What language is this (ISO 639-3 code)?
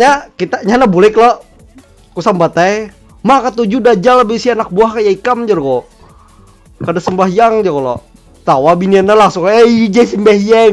bjn